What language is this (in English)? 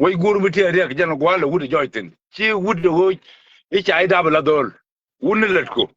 Nuer